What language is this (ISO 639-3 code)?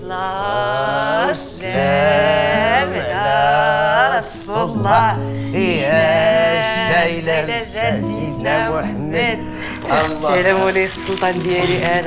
ary